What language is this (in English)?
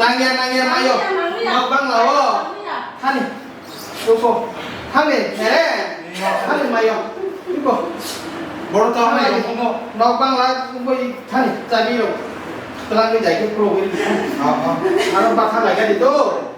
Kok Borok